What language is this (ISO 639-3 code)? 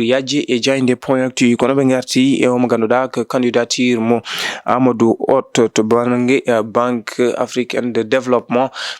ful